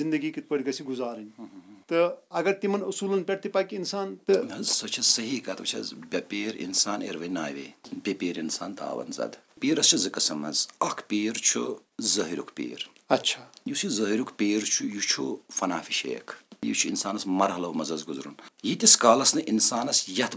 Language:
Kashmiri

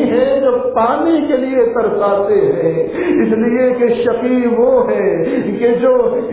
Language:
Urdu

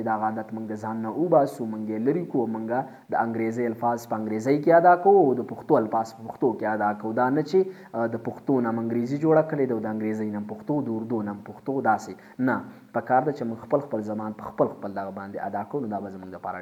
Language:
Pashto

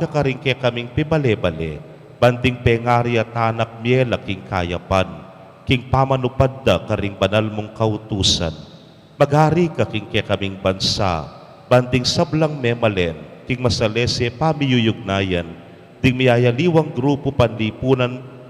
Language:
Pampanga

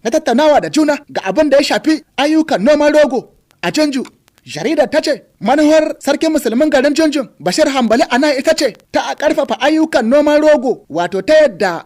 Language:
Hausa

